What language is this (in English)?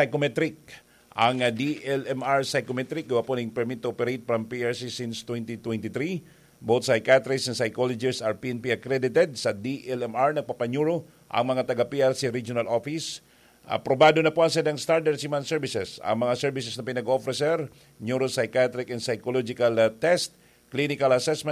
Bikol